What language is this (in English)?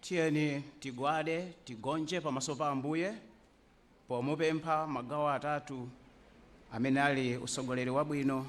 Nyanja